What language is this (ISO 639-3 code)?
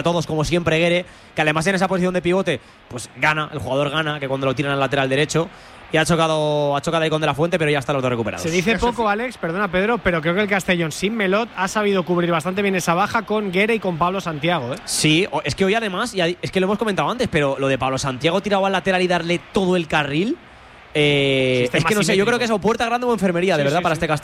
spa